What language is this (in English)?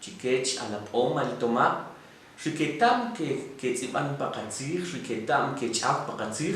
Kʼicheʼ